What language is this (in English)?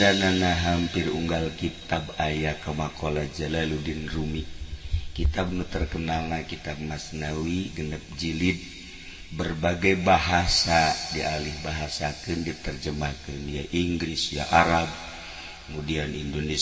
Sundanese